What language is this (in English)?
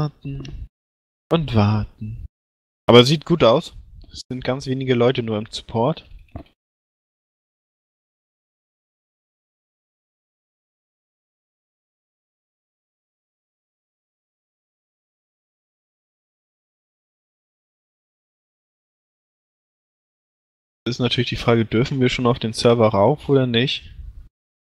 German